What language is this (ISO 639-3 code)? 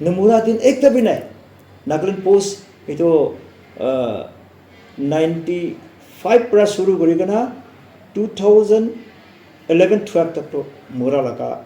nag